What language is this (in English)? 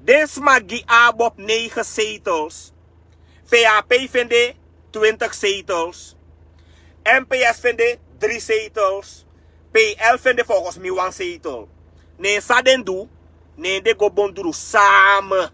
Sranan Tongo